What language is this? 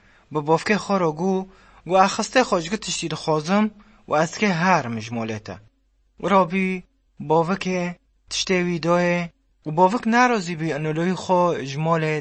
Kurdish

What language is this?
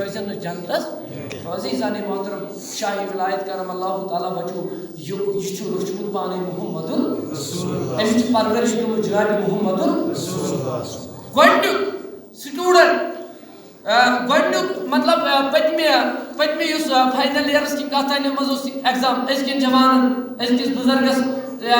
Kashmiri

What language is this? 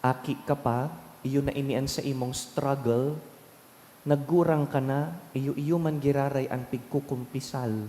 Bikol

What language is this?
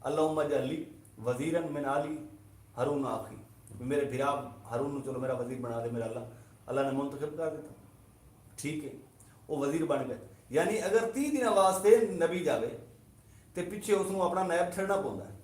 Saraiki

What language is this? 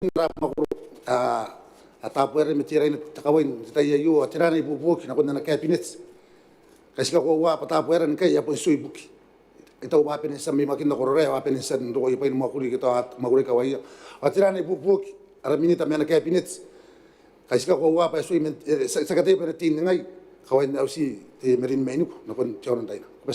Gilbertese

